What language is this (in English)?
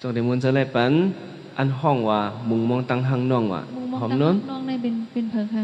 Shan